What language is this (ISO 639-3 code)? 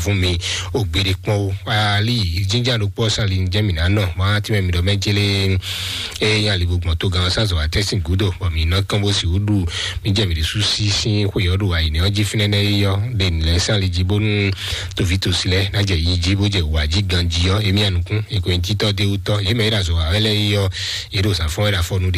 fon